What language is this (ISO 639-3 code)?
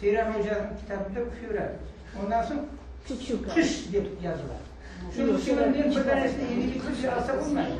crh